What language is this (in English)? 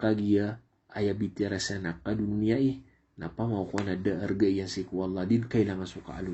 Maranao